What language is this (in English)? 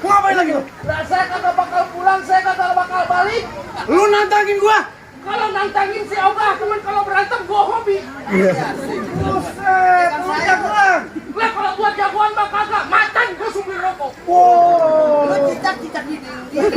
Betawi